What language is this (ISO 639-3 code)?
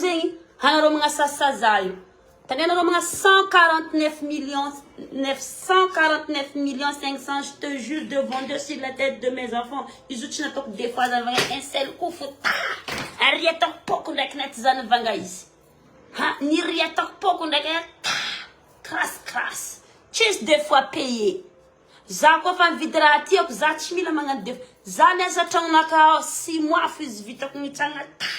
mlg